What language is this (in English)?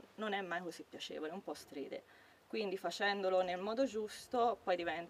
Italian